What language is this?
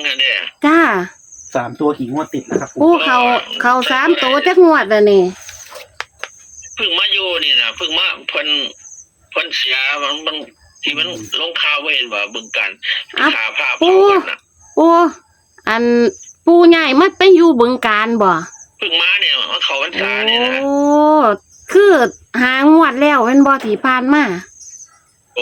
Northeastern Thai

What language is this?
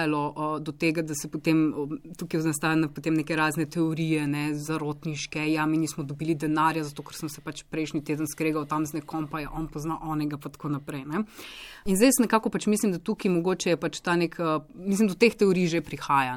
Slovenian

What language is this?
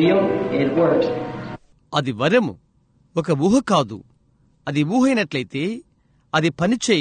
Telugu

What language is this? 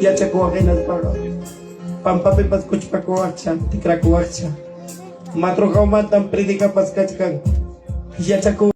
Ayacucho Quechua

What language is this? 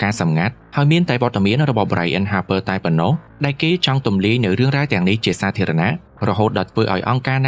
Khmer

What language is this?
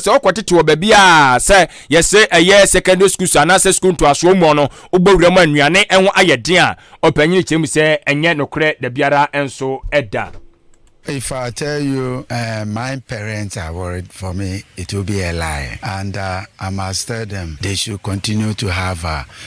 Akan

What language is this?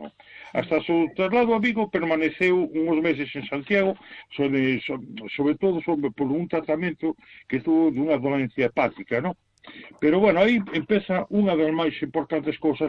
Galician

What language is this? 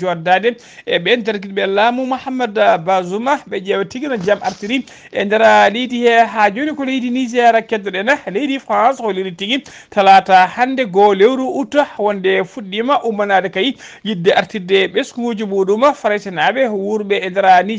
Fula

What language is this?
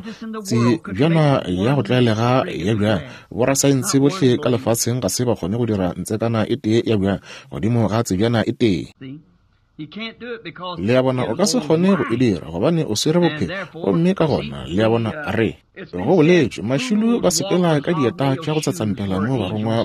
Northern Sotho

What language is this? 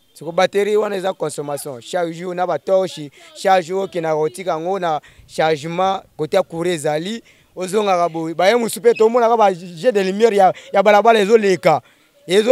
Lingala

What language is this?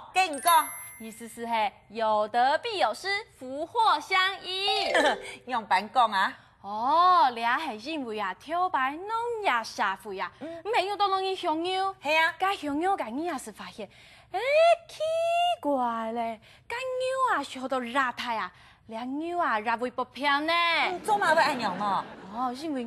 Hakka Chinese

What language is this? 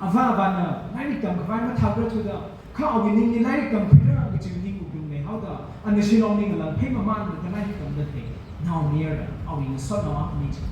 Tangkhul Naga (India)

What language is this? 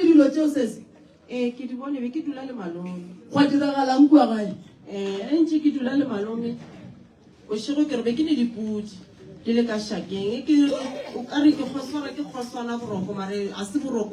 Northern Sotho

